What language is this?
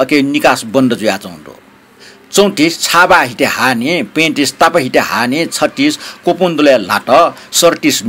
Newari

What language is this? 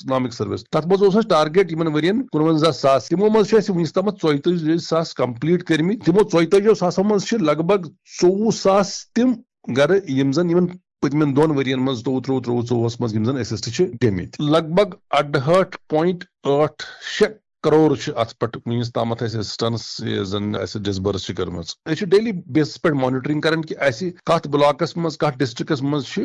Kashmiri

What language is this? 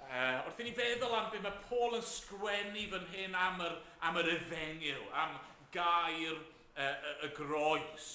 Welsh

